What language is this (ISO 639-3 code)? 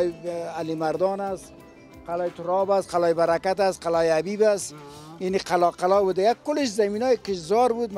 fas